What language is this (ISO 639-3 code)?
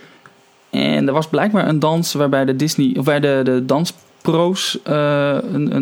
nld